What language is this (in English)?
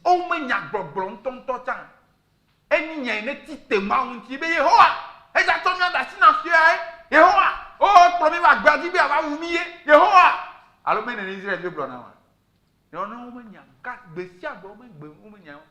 Ewe